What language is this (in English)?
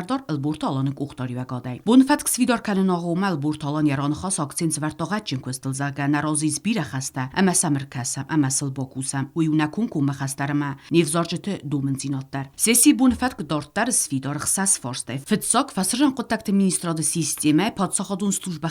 Ossetic